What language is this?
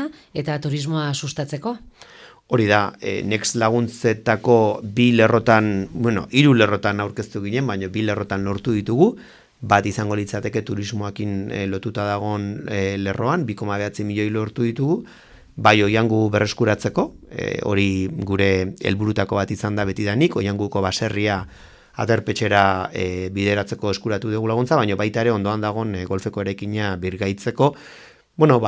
Basque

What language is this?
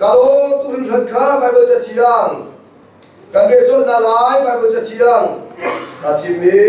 Hakha Chin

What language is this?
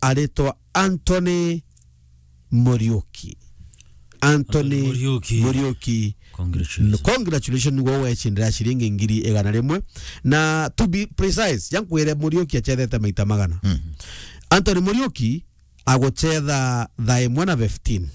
Meru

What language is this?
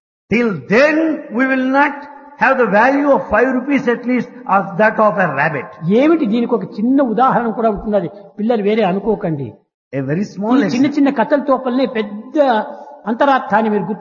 Telugu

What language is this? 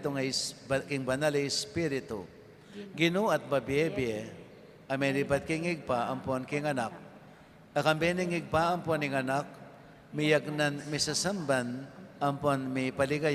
Pampanga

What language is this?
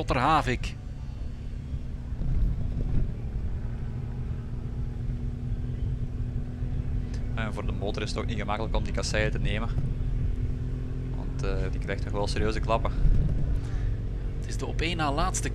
Dutch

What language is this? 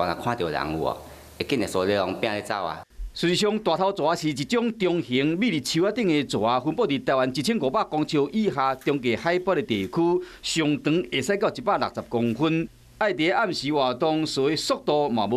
Min Nan Chinese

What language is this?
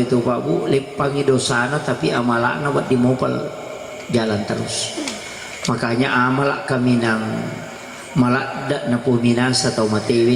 Buginese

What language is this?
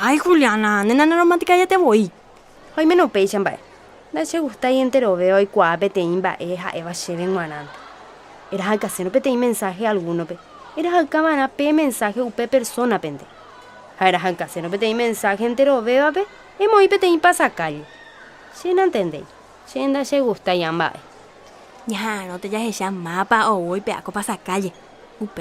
Guarani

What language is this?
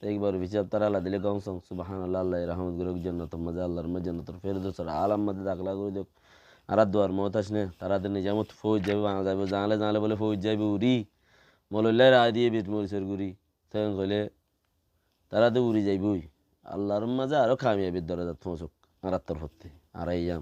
Rohingya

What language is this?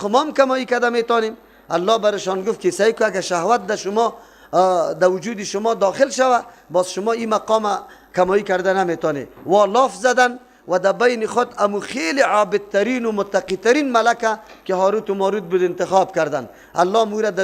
Persian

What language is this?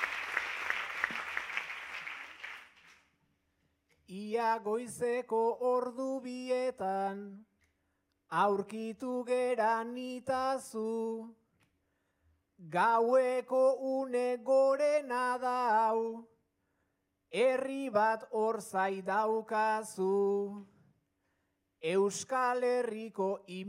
Basque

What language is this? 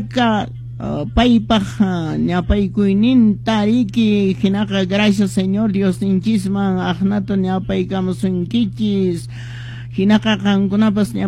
Quechua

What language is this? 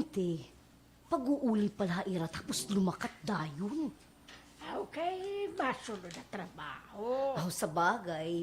Waray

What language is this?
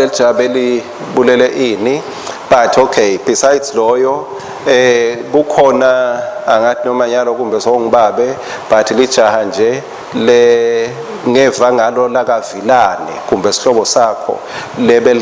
Swati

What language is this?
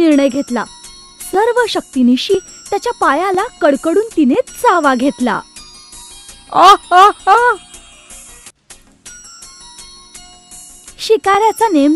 Marathi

